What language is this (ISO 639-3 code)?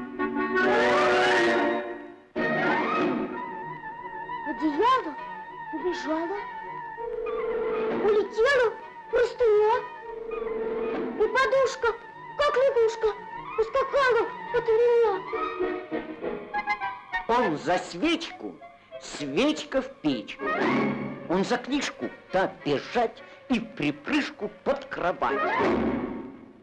rus